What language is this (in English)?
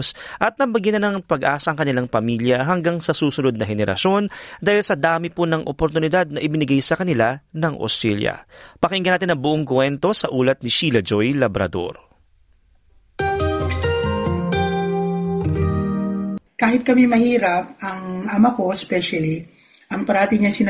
Filipino